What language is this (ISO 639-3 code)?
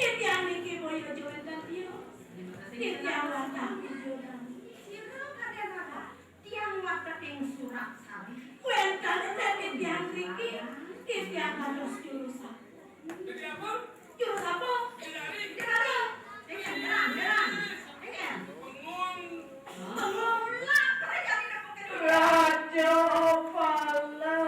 ban